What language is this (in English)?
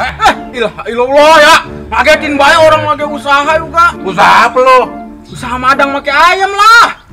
Betawi